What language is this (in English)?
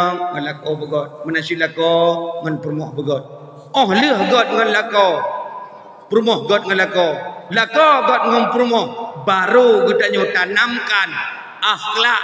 Achinese